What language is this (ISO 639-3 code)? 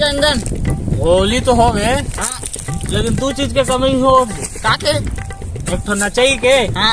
hne